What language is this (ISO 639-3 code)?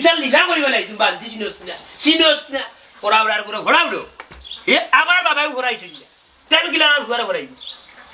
syl